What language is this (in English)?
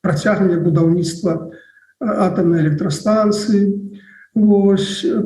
Belarusian